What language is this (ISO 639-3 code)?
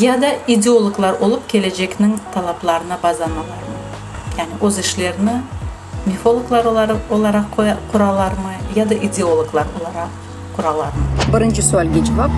crh